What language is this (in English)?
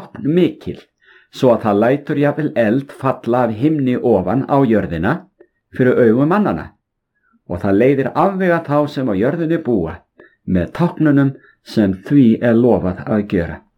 Icelandic